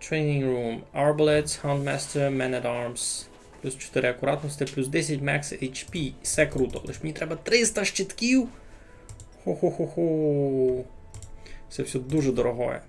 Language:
Rusyn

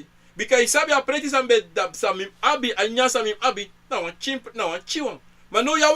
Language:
Sranan Tongo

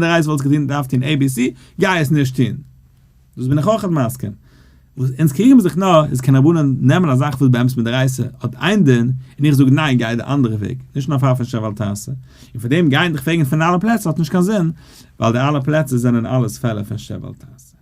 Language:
Yiddish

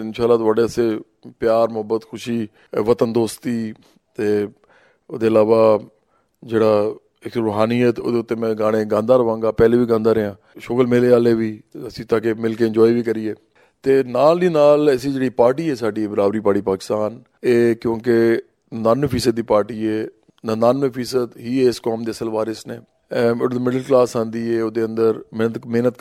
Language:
Punjabi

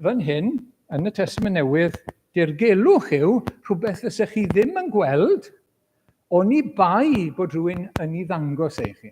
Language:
Welsh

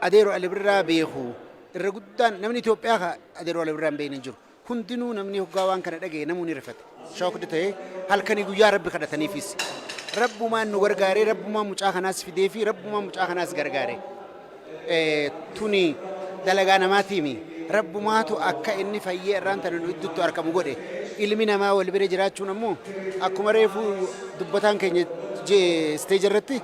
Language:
Oromo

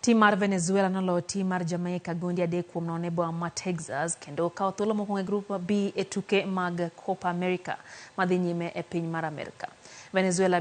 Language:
Luo (Kenya and Tanzania)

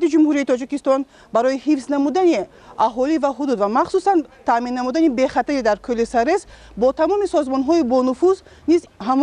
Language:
Tajik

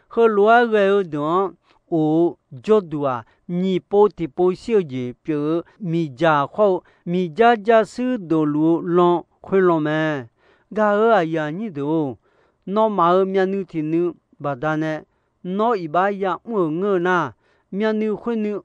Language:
Akha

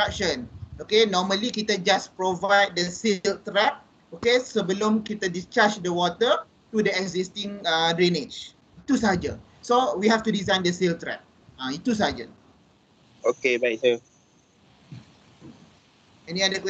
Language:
Malay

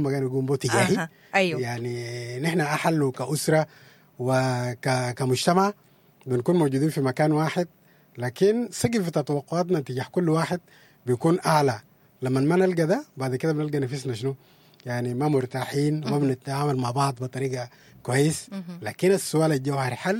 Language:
Sudanese Arabic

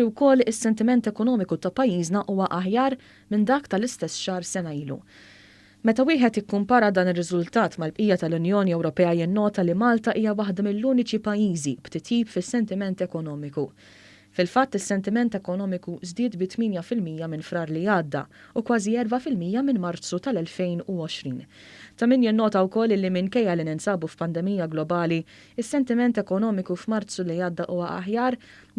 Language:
Maltese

